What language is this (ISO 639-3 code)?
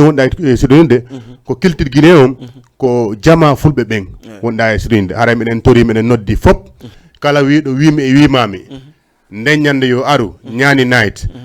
ful